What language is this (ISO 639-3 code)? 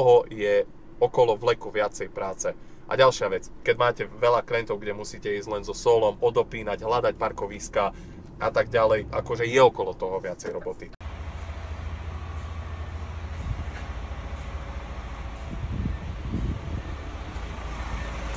slk